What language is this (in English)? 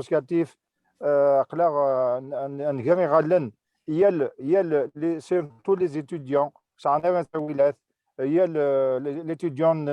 Kabyle